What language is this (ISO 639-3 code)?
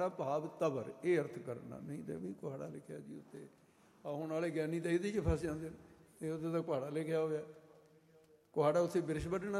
pan